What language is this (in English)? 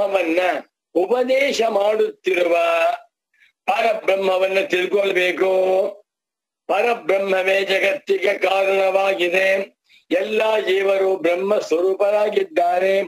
Kannada